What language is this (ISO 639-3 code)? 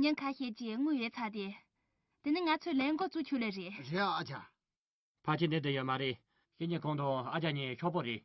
bod